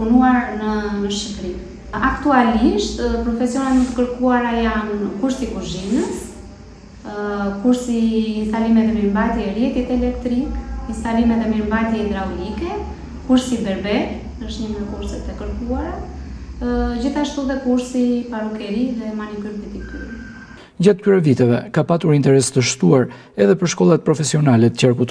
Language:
Albanian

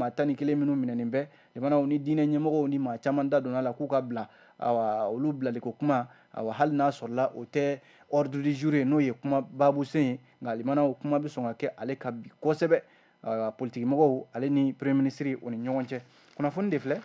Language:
Bambara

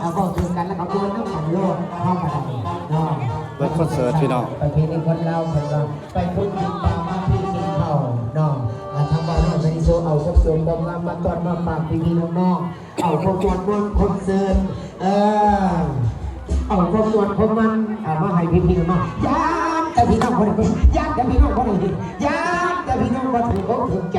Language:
Northeastern Thai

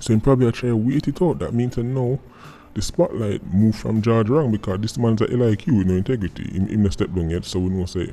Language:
Jamaican Creole English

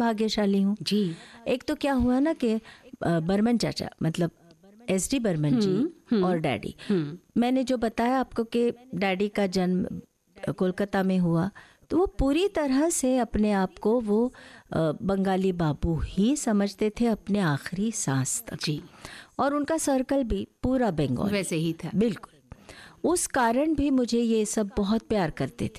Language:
Hindi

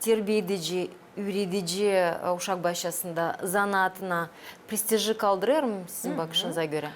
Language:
Gagauz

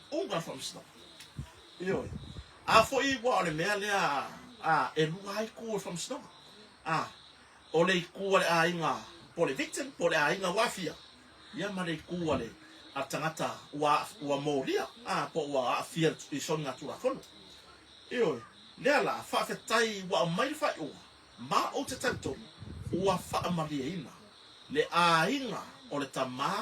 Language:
Samoan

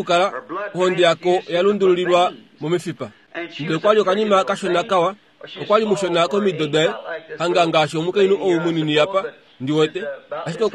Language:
Kuanyama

